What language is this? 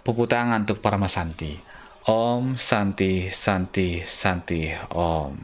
Balinese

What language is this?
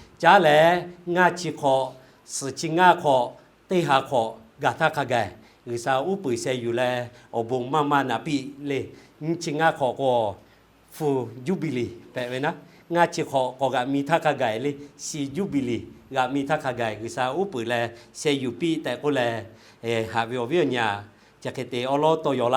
Lahu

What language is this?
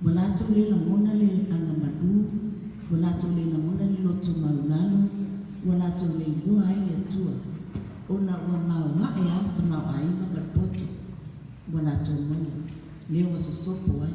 Samoan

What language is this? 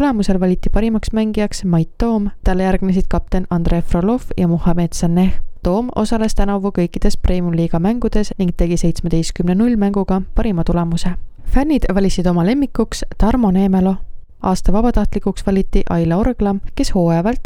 Estonian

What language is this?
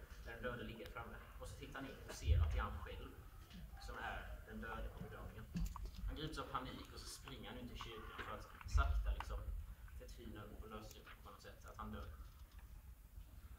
Swedish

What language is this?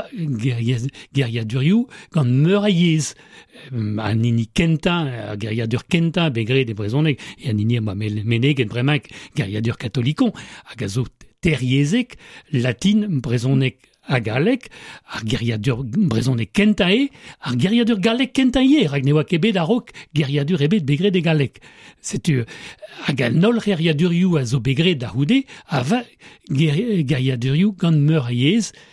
Breton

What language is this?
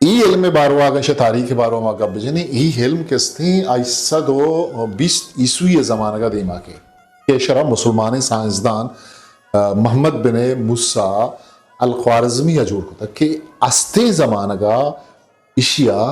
Eastern Balochi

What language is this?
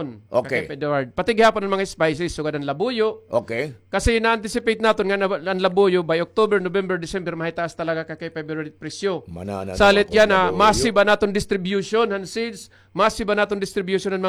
Waray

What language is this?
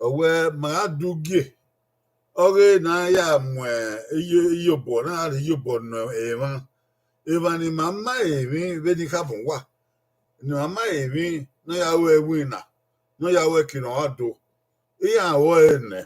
Bini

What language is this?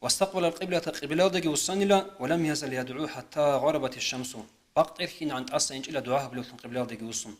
Avaric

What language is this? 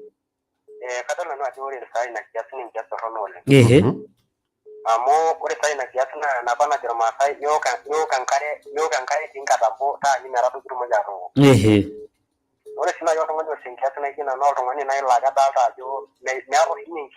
Masai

